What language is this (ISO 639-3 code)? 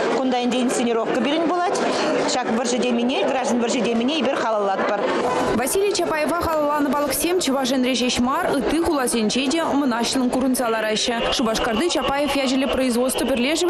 chv